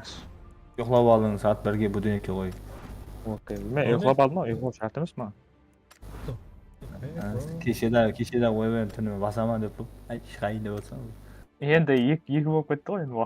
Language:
Kara-Kalpak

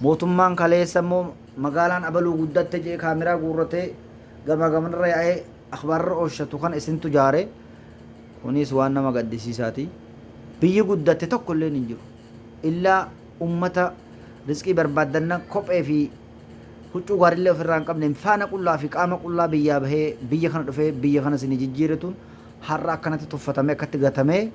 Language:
Oromo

